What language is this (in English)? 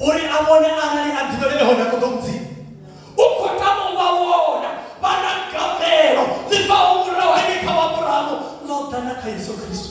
Venda